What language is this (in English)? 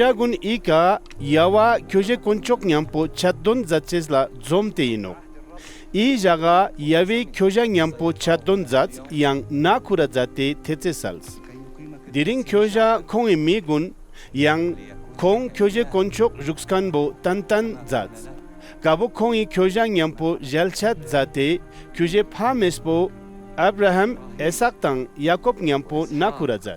Ladakhi